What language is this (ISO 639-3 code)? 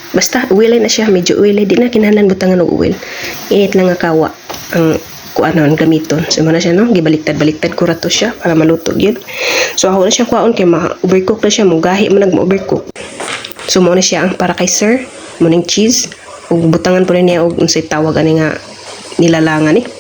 ceb